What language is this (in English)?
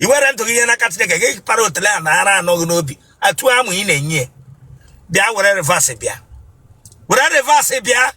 Igbo